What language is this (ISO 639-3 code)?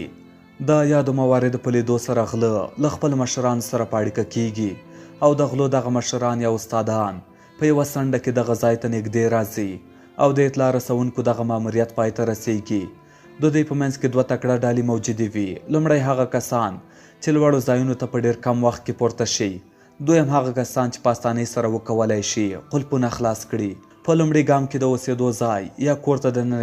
pus